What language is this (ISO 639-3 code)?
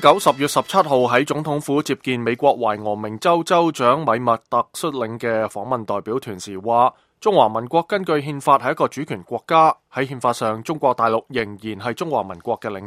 yue